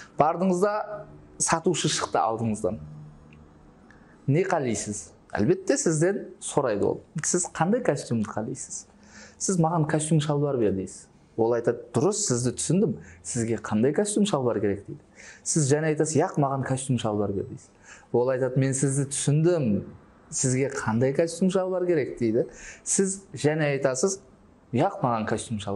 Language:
Kara-Kalpak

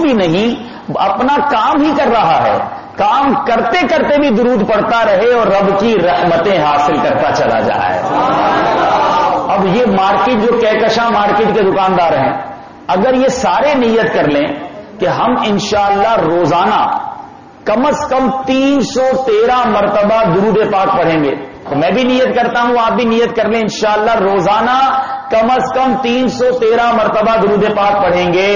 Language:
Urdu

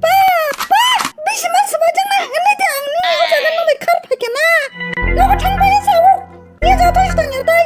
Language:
Kok Borok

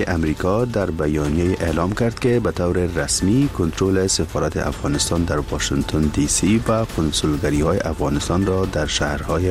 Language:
Persian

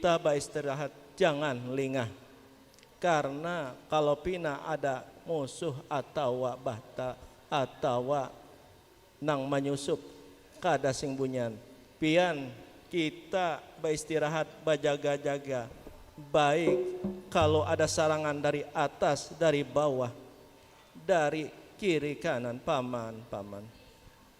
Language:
Banjar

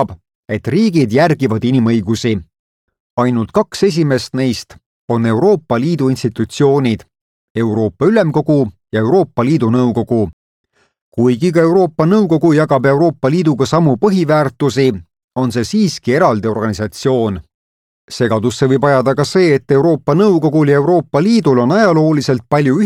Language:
Estonian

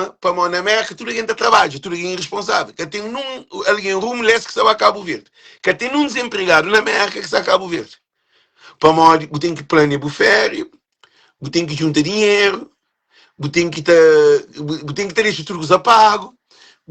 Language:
Kabuverdianu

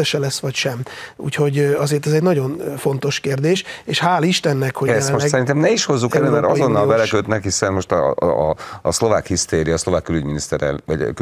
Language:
Hungarian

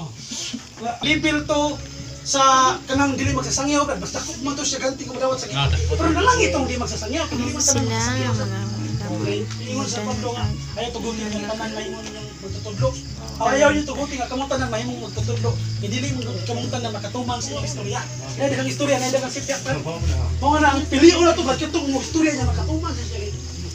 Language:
Cebuano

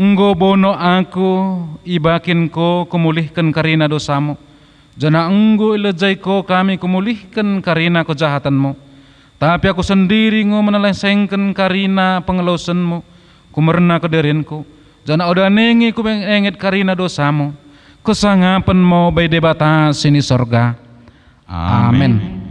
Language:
Batak Dairi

